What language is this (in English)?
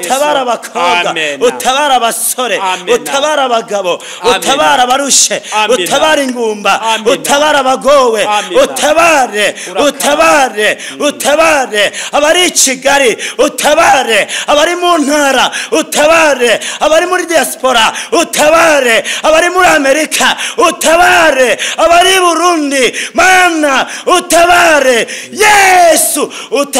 Kinyarwanda